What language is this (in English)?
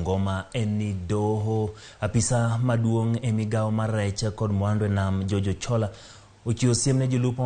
Luo (Kenya and Tanzania)